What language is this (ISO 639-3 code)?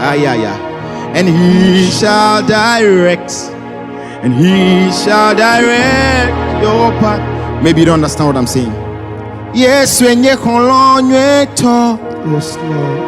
ewe